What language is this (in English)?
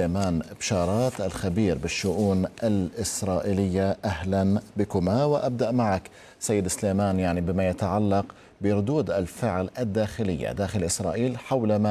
Arabic